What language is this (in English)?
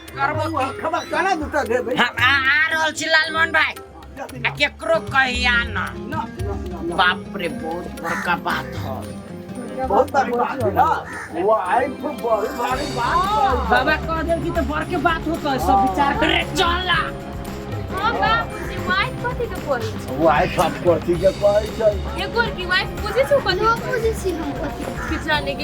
Maithili